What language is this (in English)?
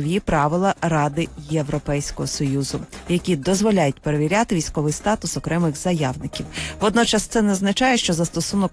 Ukrainian